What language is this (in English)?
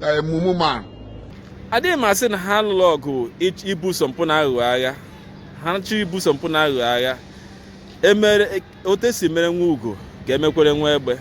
Igbo